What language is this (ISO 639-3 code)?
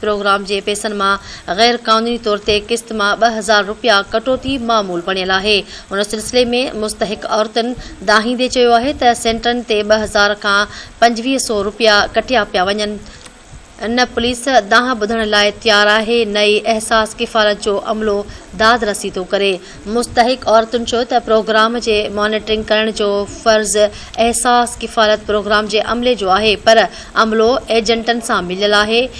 snd